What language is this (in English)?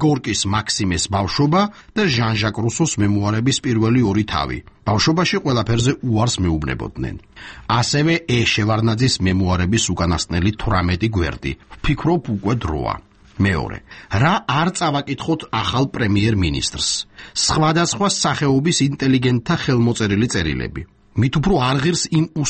Georgian